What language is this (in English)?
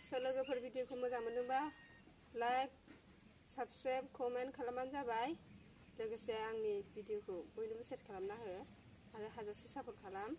Bodo